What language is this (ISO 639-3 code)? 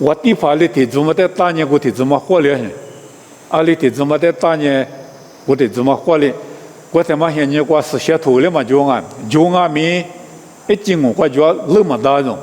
lis